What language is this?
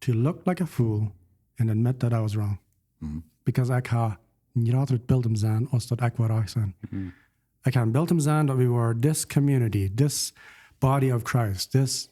Plautdietsch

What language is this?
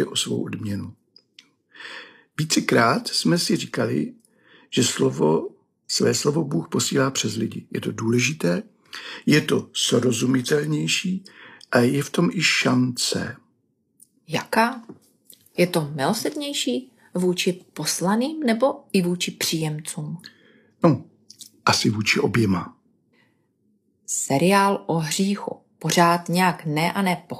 Czech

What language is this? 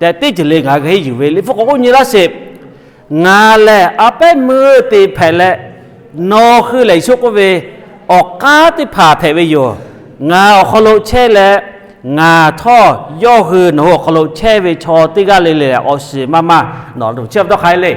Lahu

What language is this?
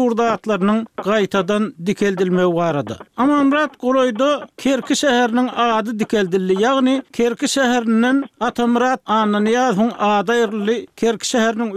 Turkmen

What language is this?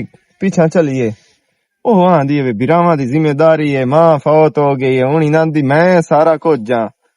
Western Panjabi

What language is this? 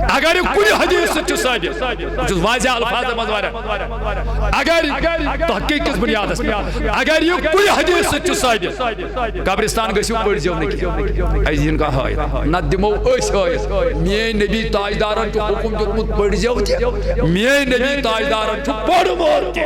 Kashmiri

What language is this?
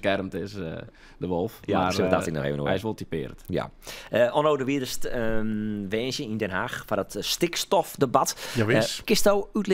Western Frisian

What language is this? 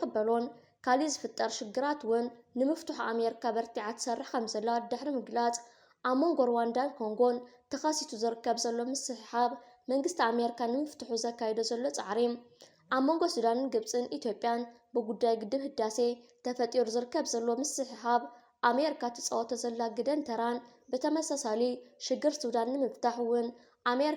Tigrinya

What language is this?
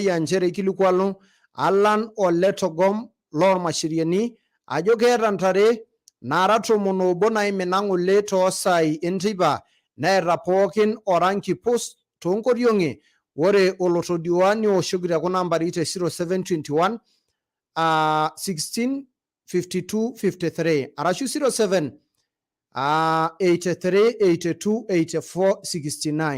Masai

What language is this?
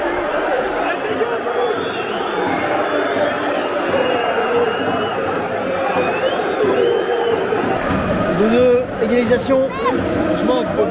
French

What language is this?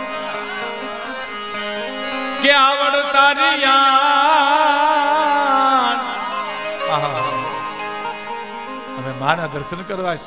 Gujarati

